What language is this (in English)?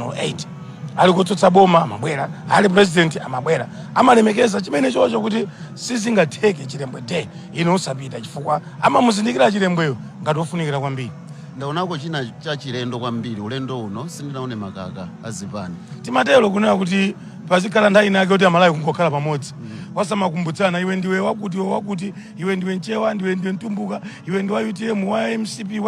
Nyanja